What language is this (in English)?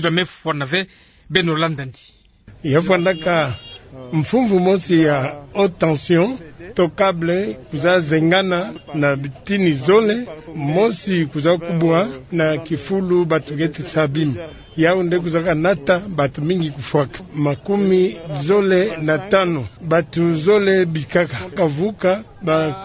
Kituba (Democratic Republic of Congo)